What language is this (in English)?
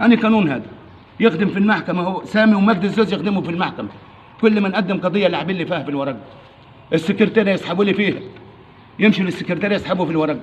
Egyptian Arabic